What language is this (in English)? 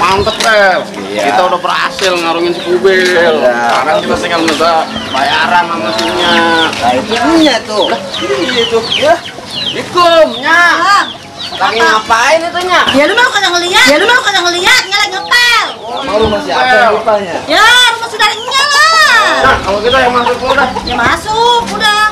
Betawi